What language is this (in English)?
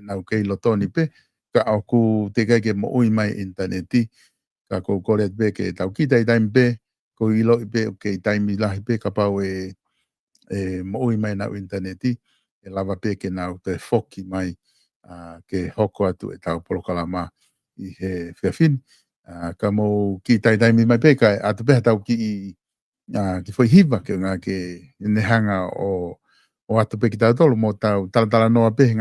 Tongan